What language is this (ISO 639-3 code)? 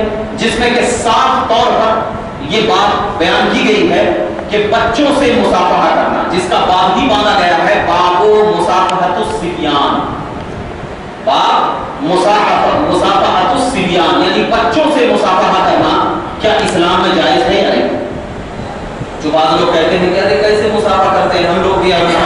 urd